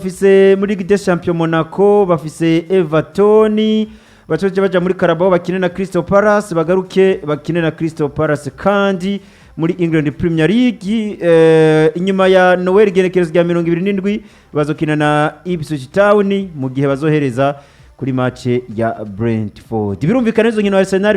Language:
Rundi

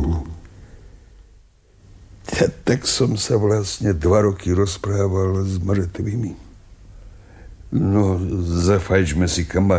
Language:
Slovak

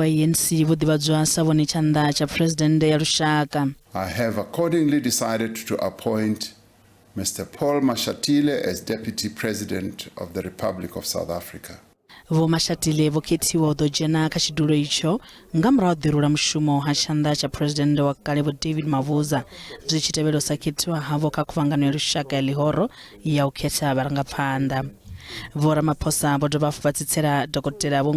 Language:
Venda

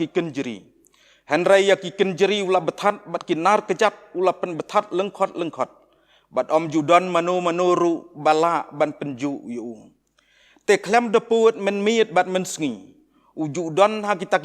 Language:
Khasi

